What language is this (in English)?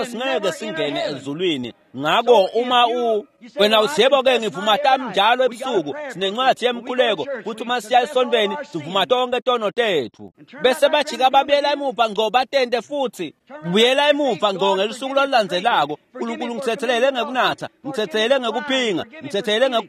Swati